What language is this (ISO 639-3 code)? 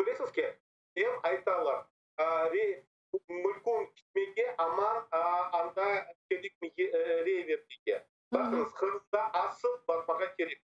crh